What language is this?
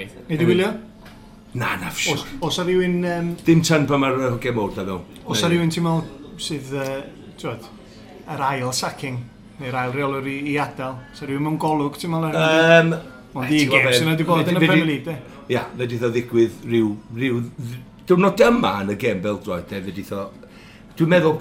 Welsh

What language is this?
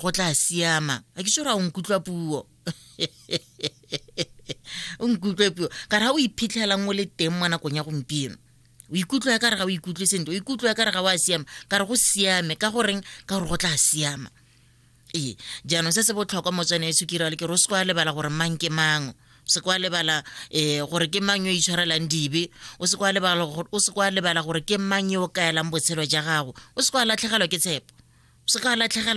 Tswana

